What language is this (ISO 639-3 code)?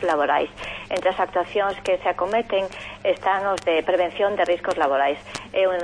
glg